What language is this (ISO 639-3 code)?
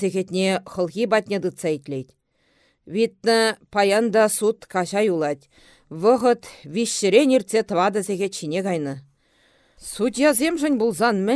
chv